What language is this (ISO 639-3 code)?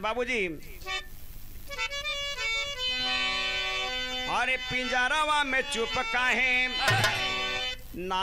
bho